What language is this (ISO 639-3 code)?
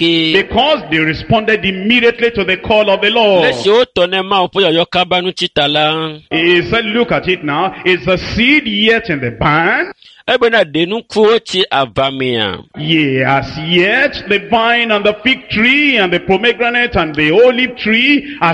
ewe